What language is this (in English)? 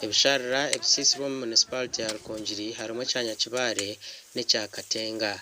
Nyankole